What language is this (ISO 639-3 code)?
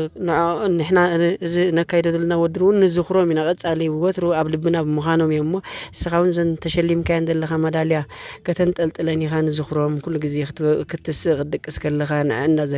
tir